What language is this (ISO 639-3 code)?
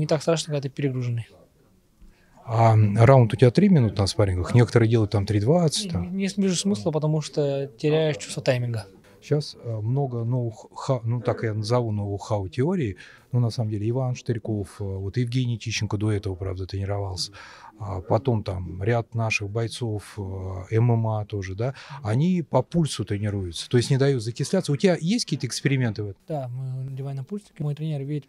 rus